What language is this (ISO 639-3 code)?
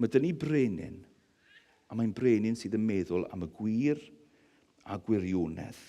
cym